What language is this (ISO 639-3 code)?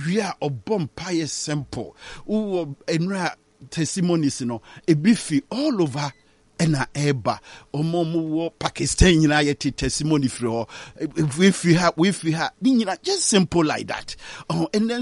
aka